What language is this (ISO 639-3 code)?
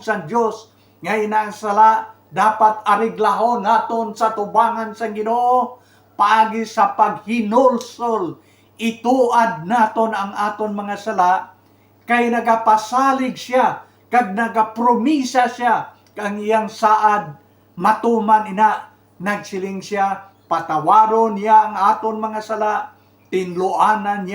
hil